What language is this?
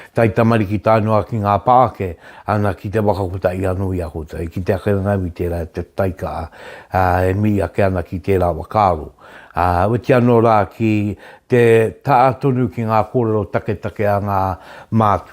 Māori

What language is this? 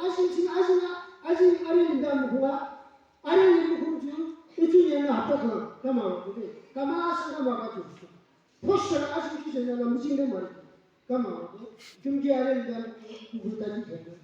Yimchungru Naga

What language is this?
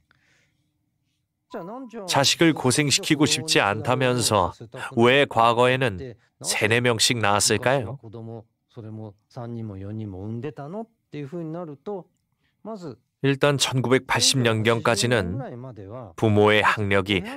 Korean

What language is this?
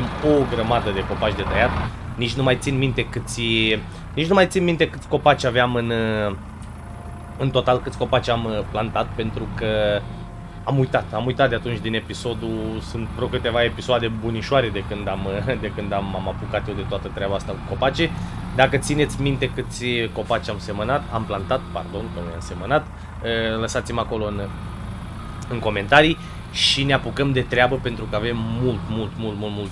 Romanian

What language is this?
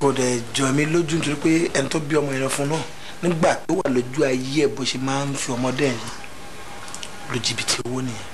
Yoruba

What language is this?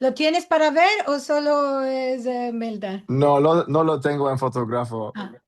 Ladino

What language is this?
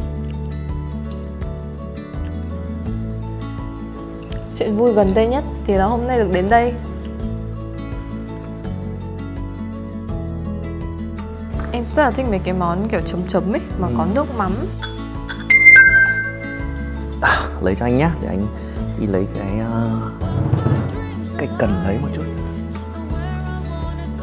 Vietnamese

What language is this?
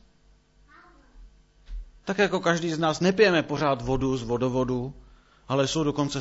Czech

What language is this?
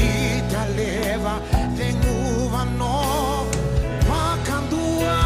Fijian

